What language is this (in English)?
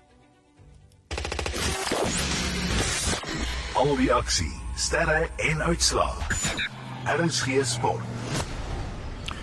Afrikaans